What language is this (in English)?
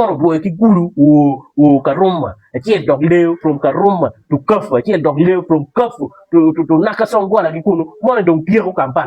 Acoli